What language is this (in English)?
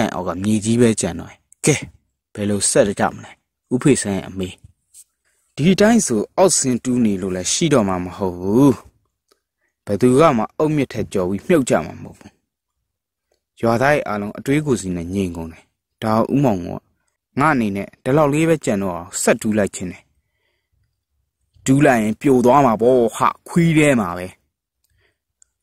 Burmese